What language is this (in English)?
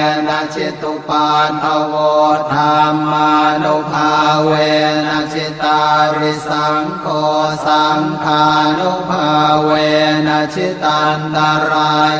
Pali